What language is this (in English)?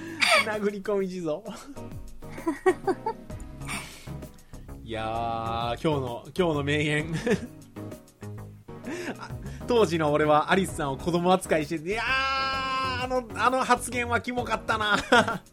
Japanese